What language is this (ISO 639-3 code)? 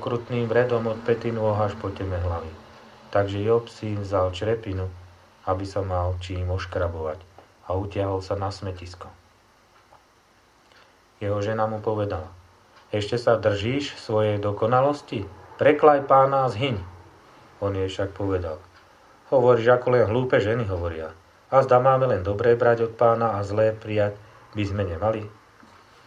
slk